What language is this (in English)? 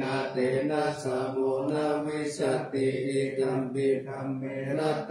Pali